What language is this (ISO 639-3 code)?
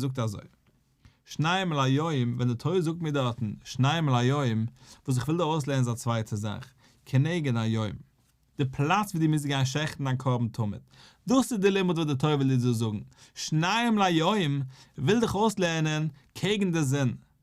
yid